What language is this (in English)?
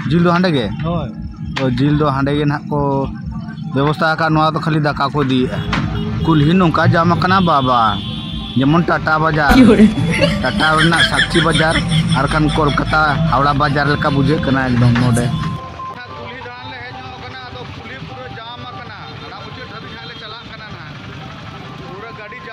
Santali